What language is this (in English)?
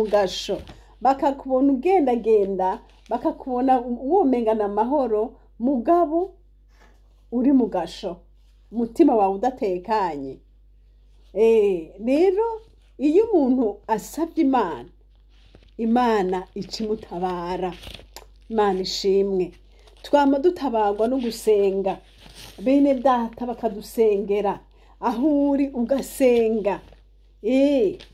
Rundi